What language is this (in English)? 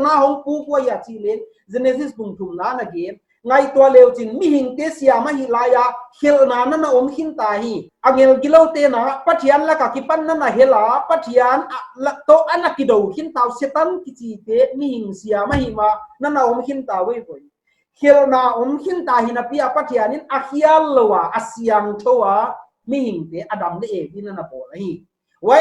Paite Chin